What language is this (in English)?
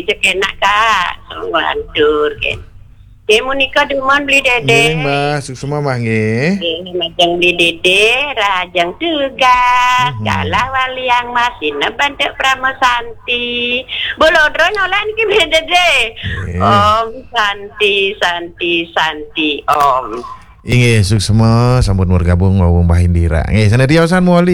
Balinese